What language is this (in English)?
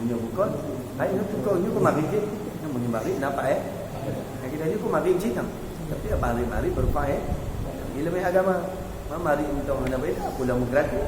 Achinese